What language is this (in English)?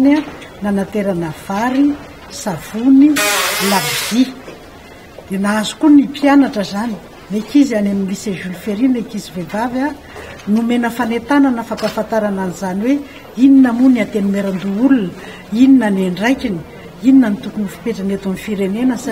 Malagasy